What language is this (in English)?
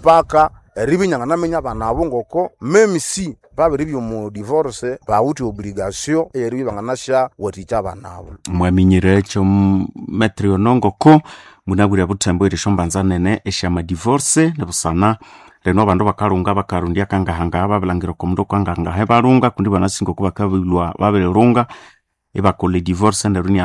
Nande